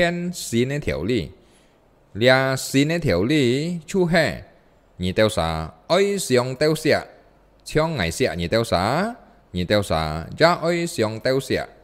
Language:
Hakka Chinese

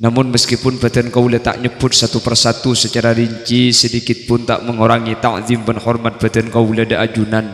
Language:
Madurese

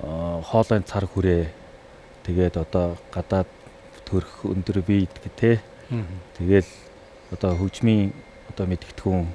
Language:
Mongolian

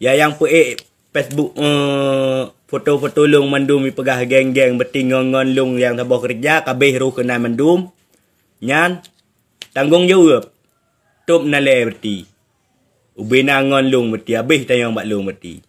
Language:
Achinese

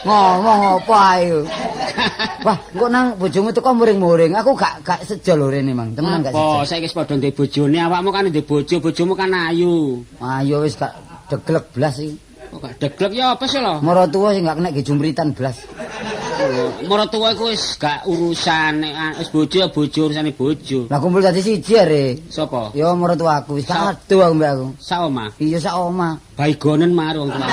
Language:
Javanese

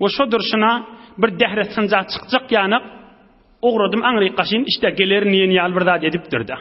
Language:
Turkmen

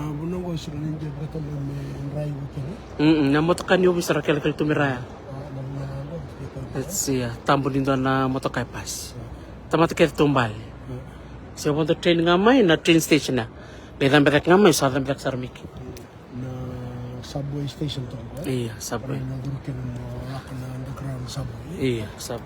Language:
Fijian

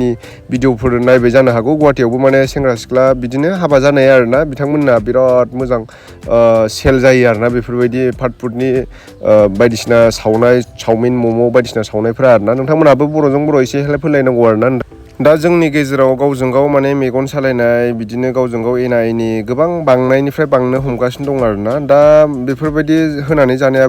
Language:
Bodo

